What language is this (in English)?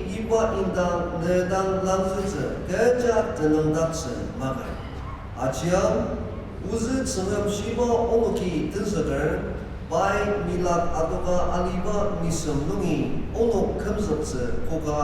Ao Naga